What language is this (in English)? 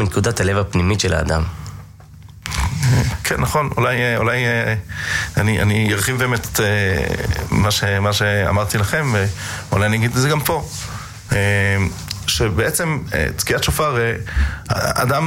Hebrew